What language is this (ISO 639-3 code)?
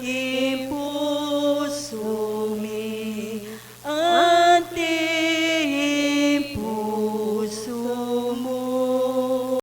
pam